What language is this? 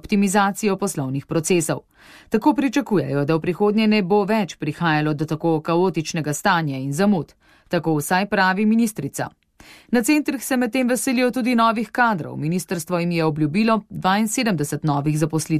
Slovenian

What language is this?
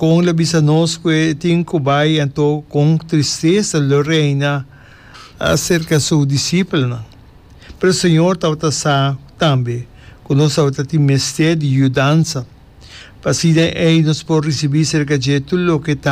Papiamento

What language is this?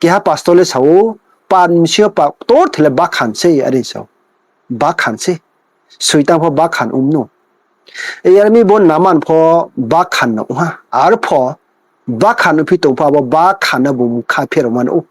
Riang (India)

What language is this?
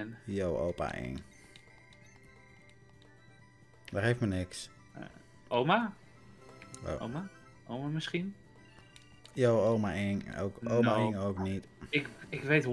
Dutch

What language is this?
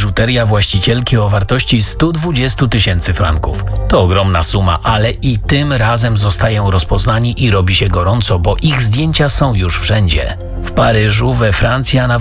Polish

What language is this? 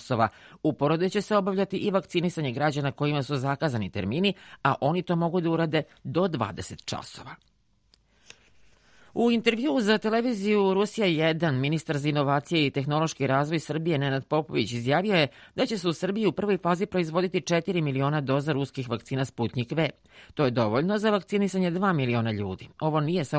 Serbian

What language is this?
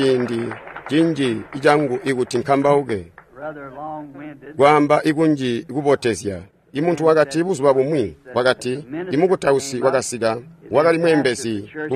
Tonga (Zambia)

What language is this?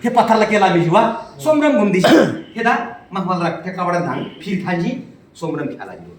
Eastern Tamang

